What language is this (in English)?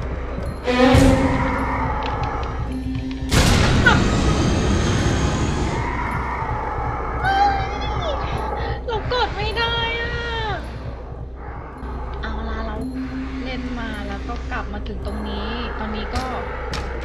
Thai